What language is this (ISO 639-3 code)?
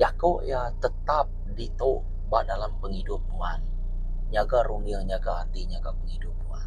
iba